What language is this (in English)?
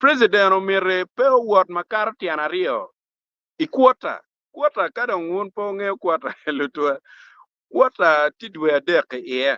Acoli